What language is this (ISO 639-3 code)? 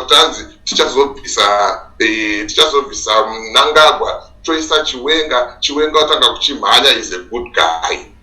sna